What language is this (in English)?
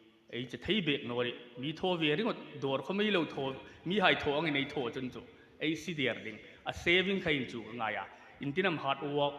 Hmar